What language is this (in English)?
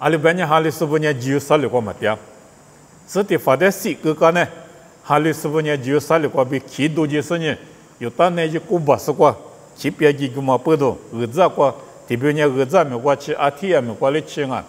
Lisu